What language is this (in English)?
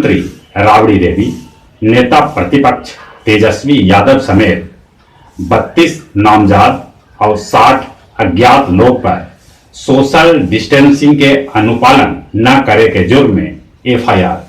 Magahi